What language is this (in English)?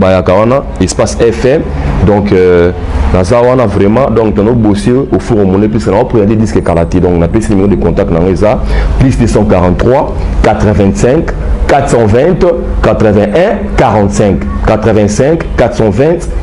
Lingala